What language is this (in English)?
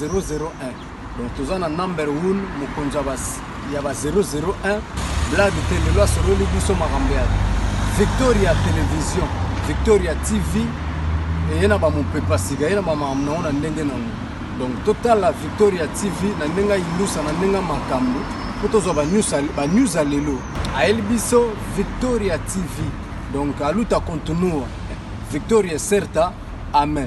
Lingala